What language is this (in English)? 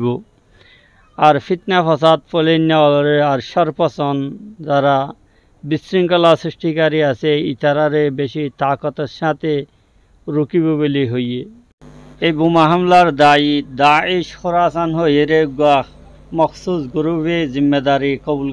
Rohingya